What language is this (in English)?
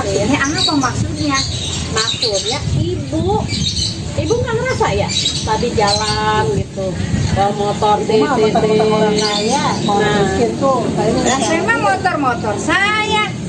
Betawi